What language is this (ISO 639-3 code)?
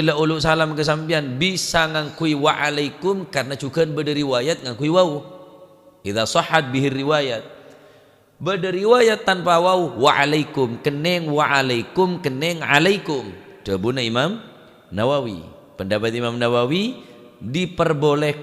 mad